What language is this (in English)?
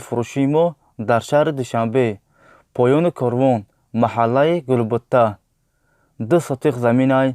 Tajik